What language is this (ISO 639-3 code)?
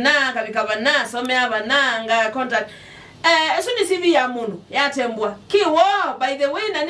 kam